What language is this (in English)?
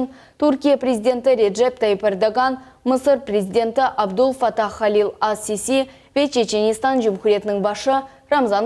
Crimean Tatar